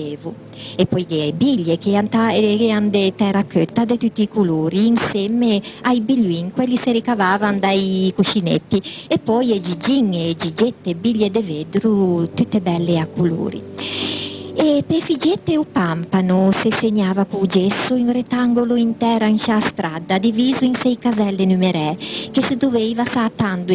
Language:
Ligurian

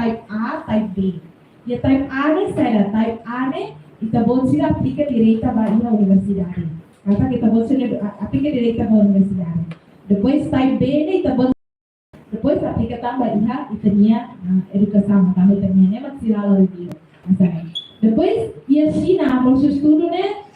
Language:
Tetum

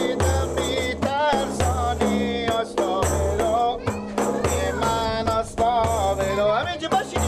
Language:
Persian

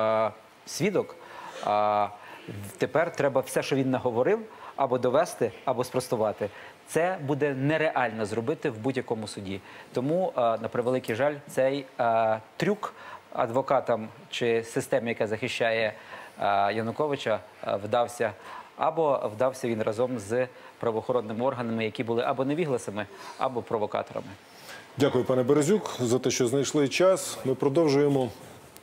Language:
Ukrainian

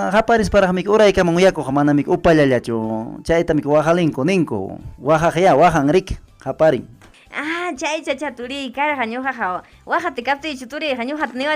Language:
Ayacucho Quechua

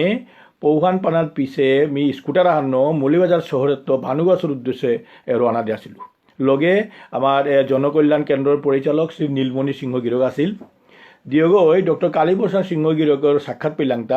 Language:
Bishnupriya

